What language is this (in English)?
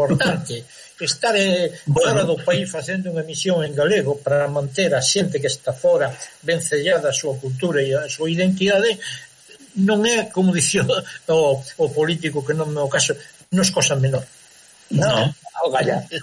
Galician